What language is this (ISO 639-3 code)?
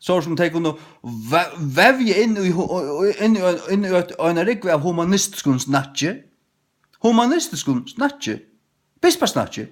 fao